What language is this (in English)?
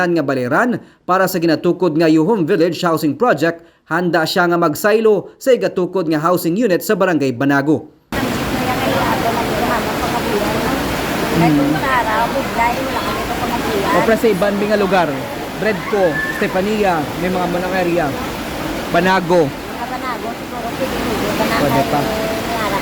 Hiligaynon